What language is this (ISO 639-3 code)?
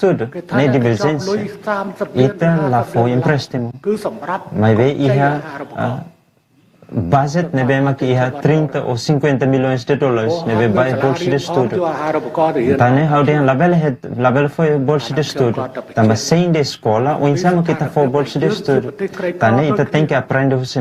tet